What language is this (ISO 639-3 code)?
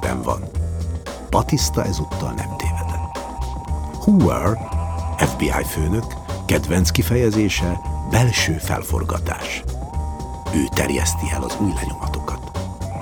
hun